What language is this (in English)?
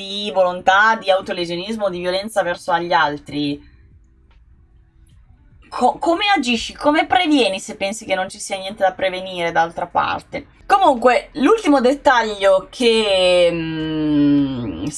Italian